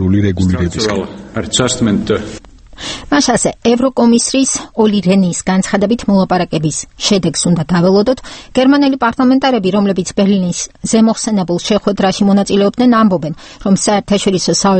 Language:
Georgian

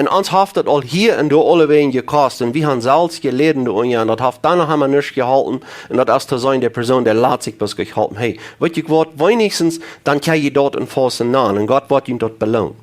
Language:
Plautdietsch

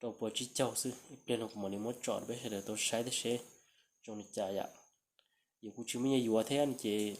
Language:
Hmong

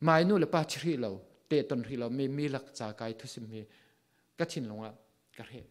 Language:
Falam Chin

